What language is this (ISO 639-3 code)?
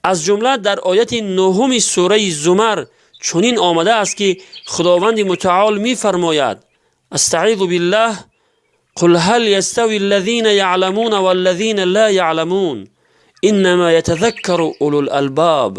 tgk